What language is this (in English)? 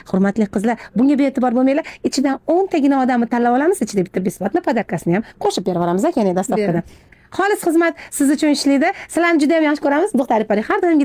Uzbek